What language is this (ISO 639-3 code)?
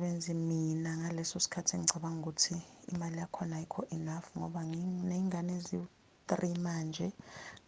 zul